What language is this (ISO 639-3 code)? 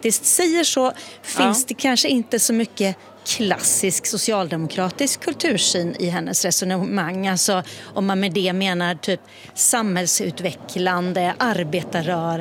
swe